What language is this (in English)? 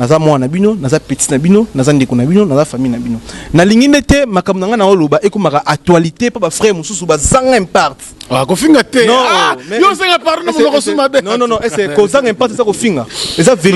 Lingala